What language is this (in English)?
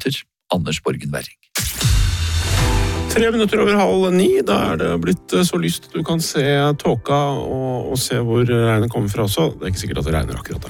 Norwegian